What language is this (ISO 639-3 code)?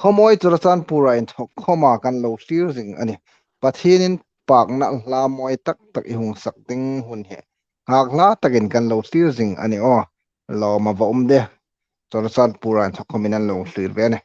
hmr